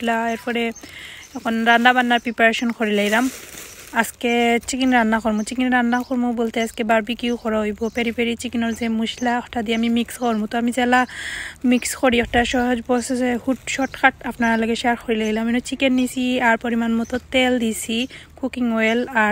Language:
Sylheti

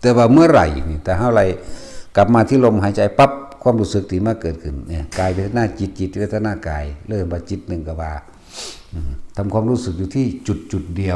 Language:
Lao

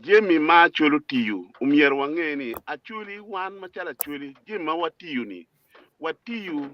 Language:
Acoli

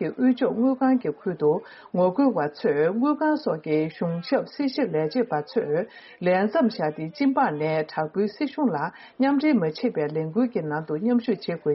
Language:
Tibetan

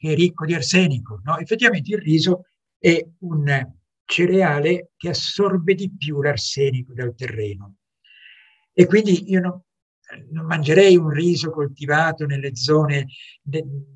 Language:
Italian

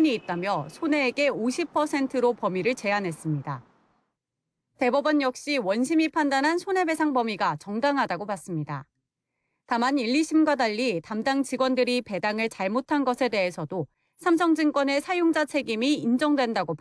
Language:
Korean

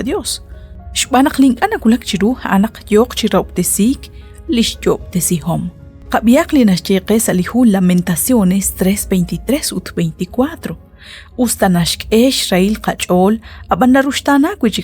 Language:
Kekchí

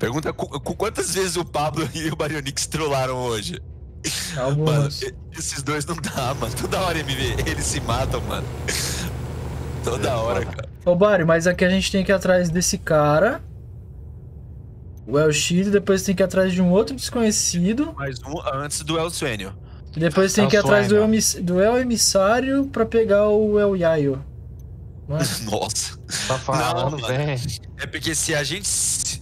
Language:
Portuguese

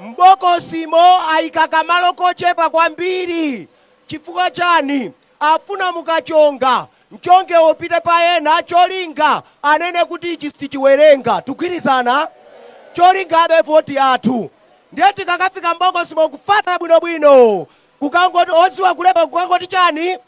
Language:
Nyanja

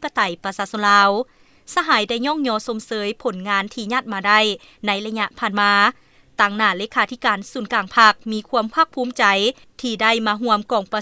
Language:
Lao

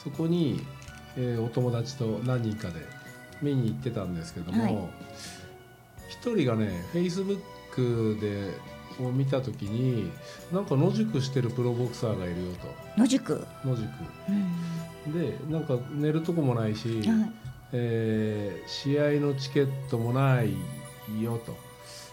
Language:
Japanese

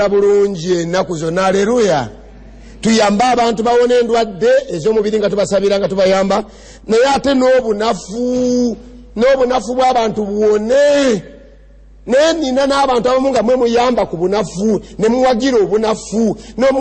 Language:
Ganda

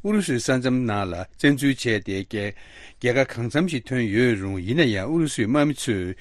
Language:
Tibetan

